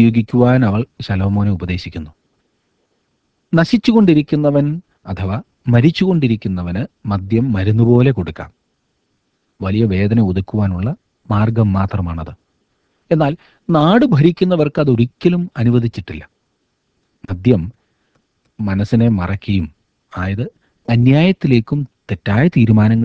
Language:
Malayalam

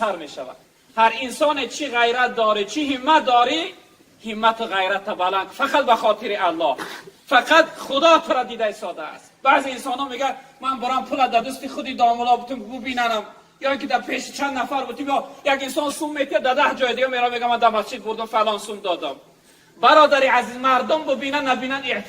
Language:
Tajik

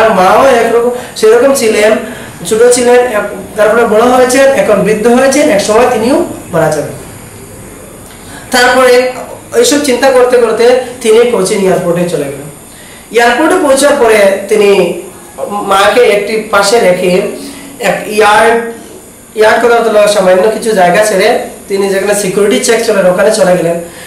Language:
Bangla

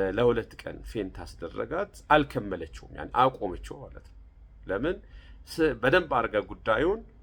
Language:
Amharic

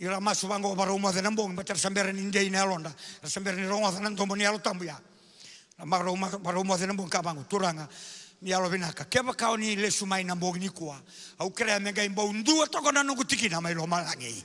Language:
Fijian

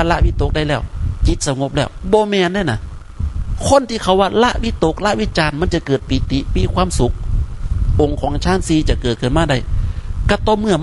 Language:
Northeastern Thai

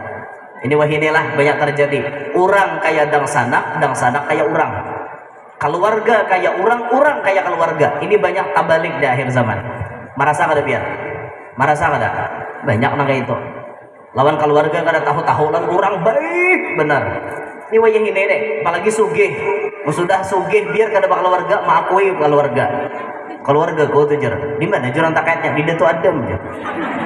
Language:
Banjar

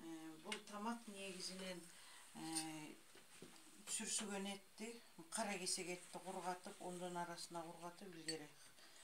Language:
Kyrgyz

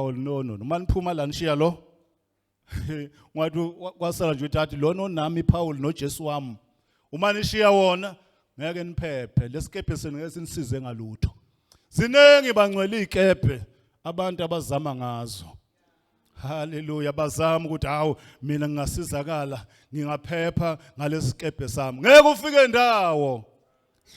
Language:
Zulu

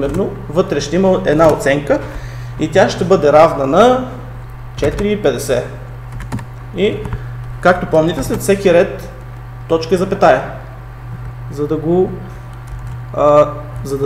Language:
Bulgarian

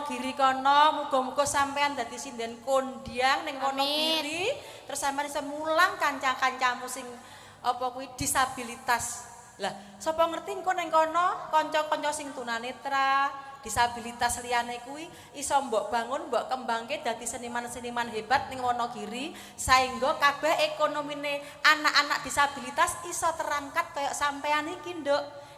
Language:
Javanese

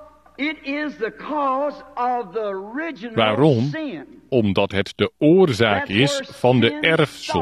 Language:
Dutch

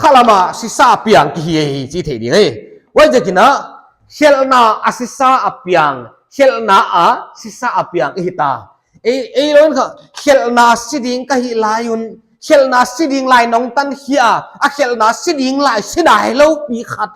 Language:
Paite Chin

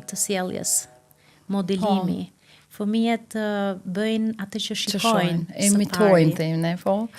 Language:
Albanian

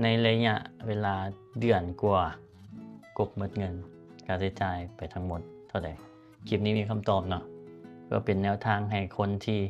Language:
Lao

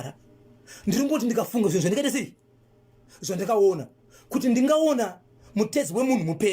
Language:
Shona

